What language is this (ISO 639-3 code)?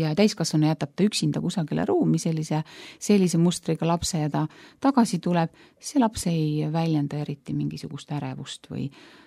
est